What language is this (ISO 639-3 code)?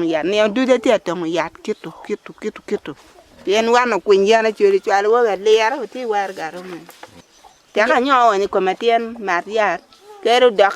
ach